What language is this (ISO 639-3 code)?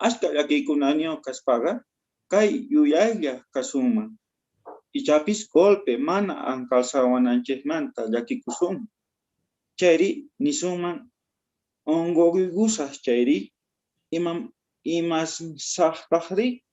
quh